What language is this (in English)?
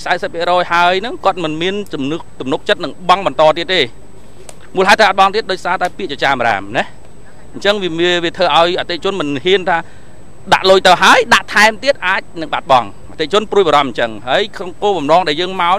Khmer